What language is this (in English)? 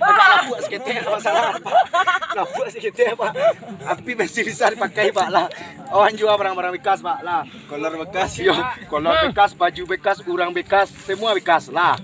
Minangkabau